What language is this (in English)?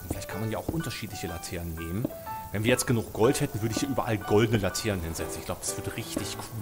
German